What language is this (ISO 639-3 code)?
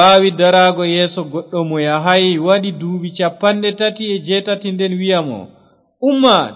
ful